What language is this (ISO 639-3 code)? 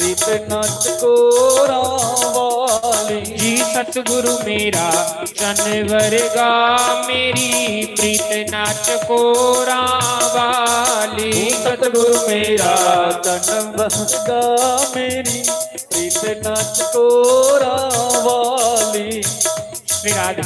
doi